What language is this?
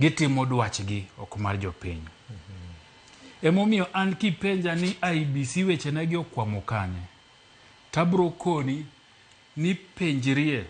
Luo (Kenya and Tanzania)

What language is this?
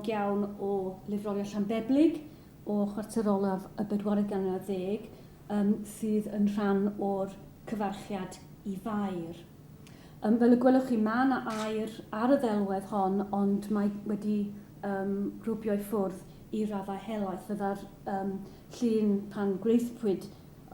Welsh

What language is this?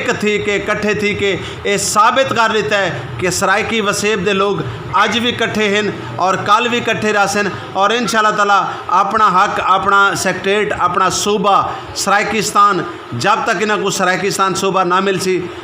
Saraiki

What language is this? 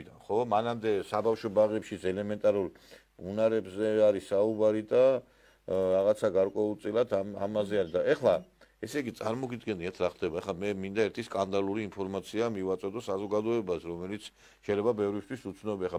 Georgian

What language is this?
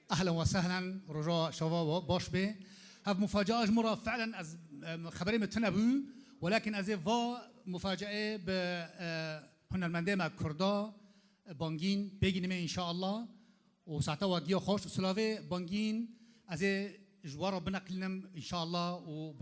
Kurdish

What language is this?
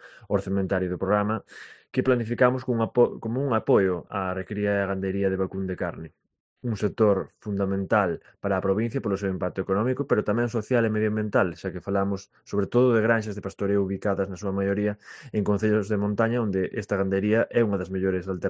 Galician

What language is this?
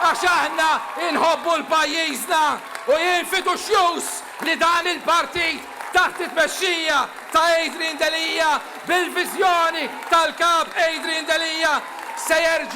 Maltese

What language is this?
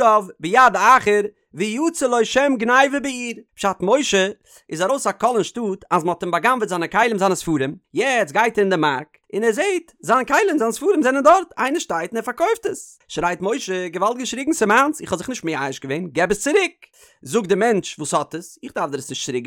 Yiddish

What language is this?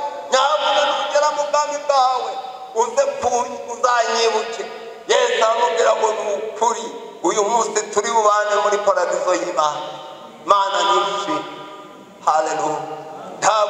Kinyarwanda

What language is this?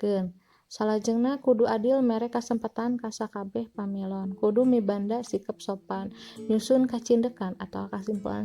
Sundanese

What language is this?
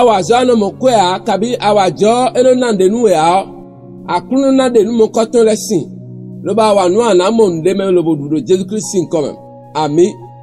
Fon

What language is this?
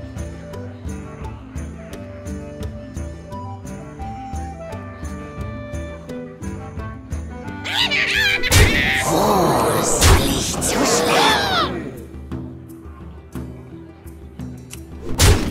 German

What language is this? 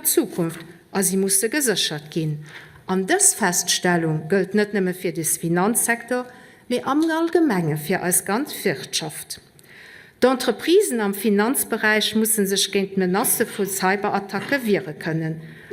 Luxembourgish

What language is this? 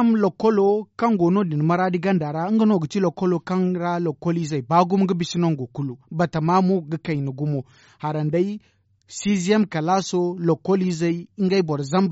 Zarma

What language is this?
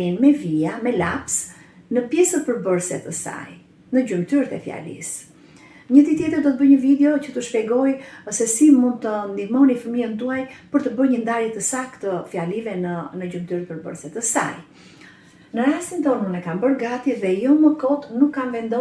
Albanian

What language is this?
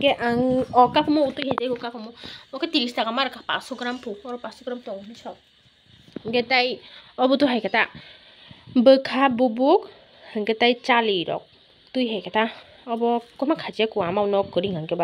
Kok Borok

